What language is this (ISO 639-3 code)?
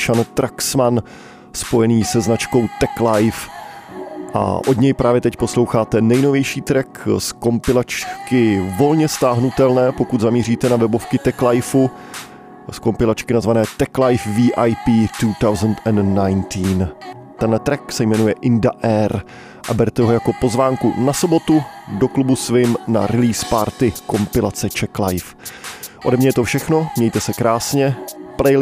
ces